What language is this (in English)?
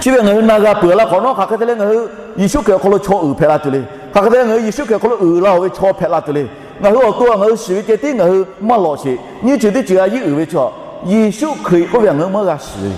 Lahu